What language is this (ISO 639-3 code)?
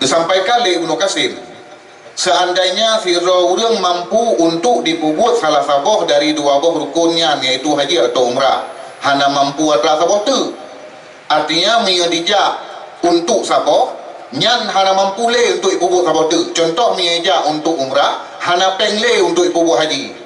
ace